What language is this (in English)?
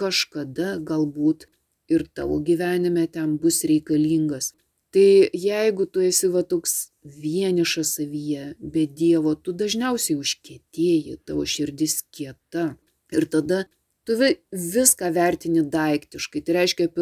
Lithuanian